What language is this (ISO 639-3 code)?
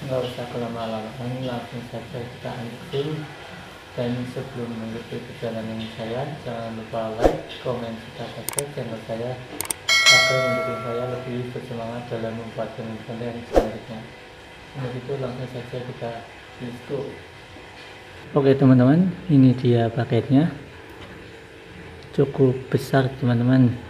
ind